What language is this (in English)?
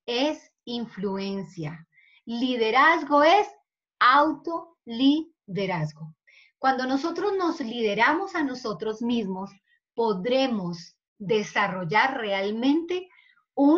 Spanish